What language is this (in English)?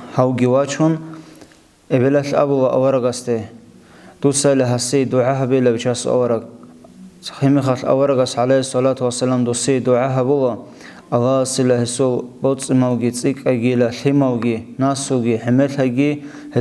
Avaric